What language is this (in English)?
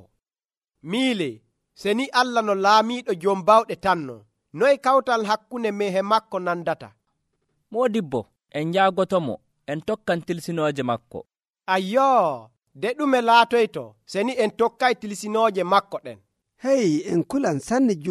Nigerian Fulfulde